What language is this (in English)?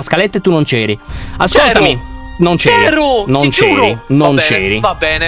Italian